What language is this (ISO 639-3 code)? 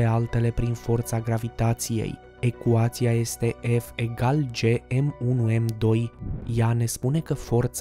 ron